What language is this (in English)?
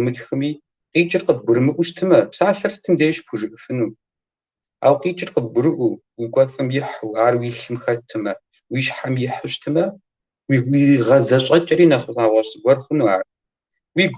Kabardian